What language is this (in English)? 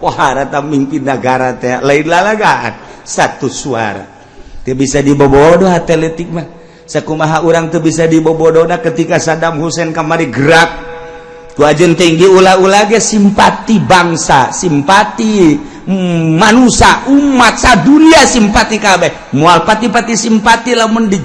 Sundanese